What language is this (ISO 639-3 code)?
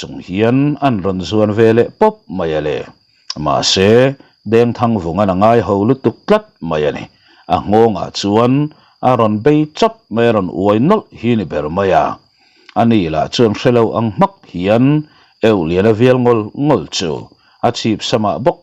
lus